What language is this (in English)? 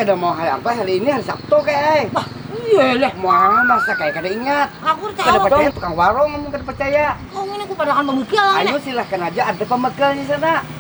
Banjar